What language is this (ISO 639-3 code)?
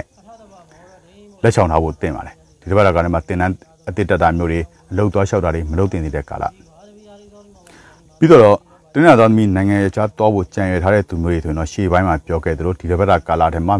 mya